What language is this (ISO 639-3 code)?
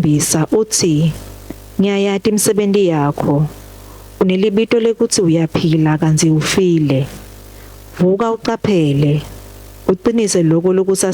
ssw